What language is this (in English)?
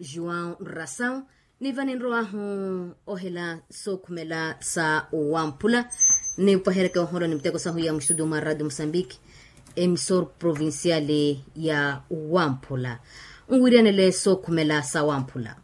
Makhuwa